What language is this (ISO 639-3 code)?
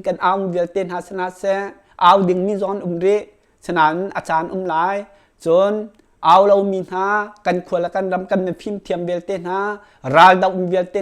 cnh